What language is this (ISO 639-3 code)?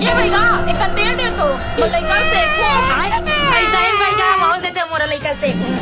hne